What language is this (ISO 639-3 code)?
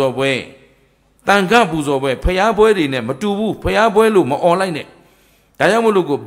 mya